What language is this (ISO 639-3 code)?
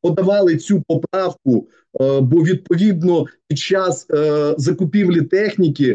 ukr